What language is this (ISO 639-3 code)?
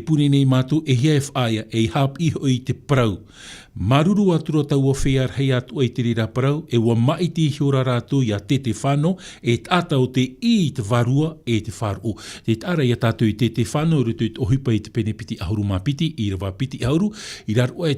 tah